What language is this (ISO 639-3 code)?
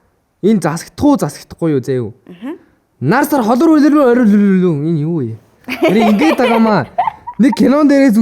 mon